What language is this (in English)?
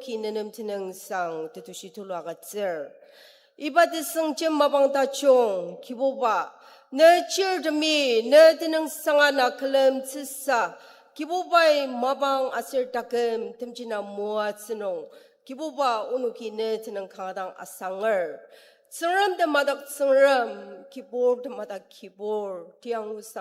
Ao Naga